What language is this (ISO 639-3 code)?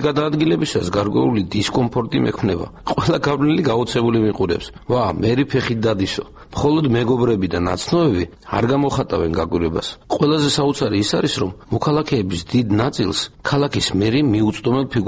kat